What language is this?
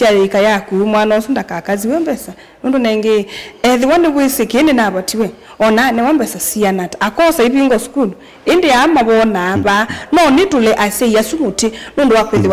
Kamba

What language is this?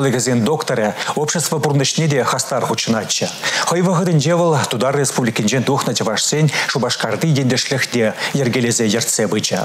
Chuvash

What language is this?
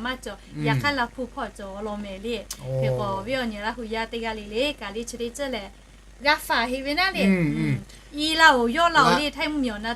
Lahu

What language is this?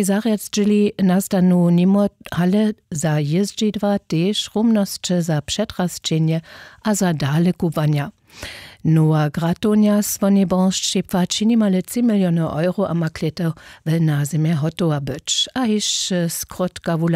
Upper Sorbian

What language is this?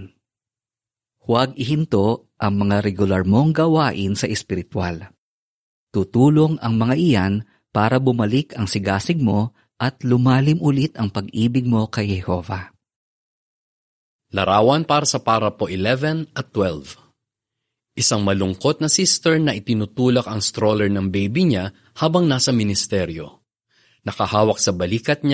Filipino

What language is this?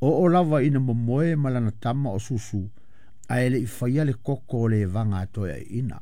Samoan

